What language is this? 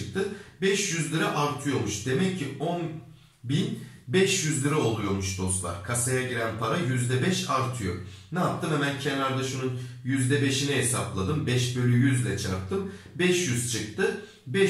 Turkish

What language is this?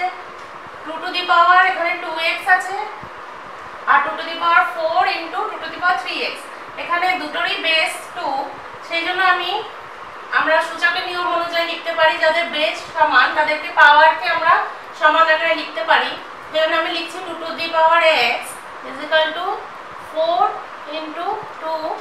Bangla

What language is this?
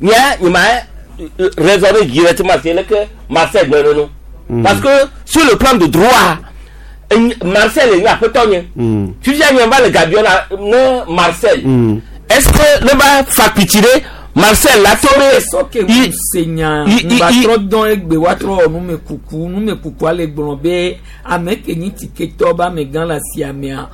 Gen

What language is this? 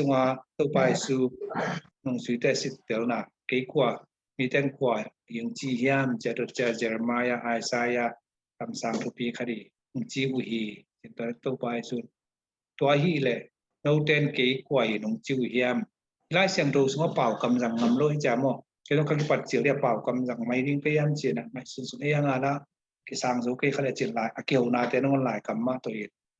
Tedim Chin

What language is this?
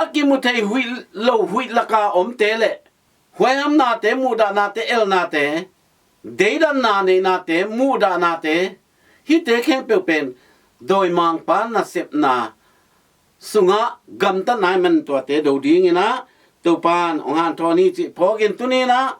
Tedim Chin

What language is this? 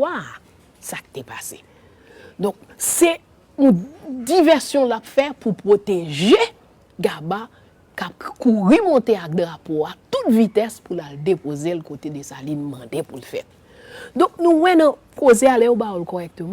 Haitian Creole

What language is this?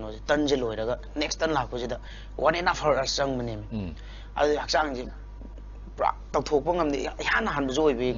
Manipuri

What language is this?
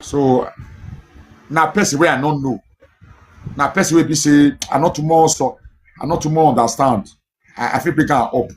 Nigerian Pidgin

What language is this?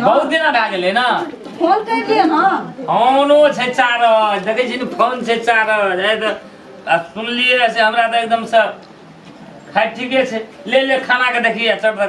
Maithili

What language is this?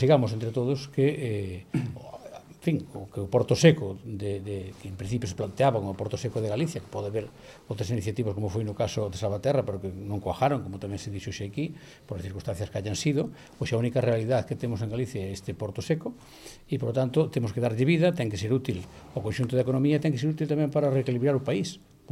Galician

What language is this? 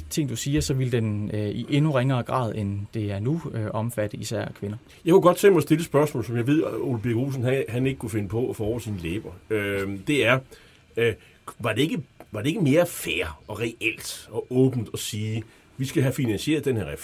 Danish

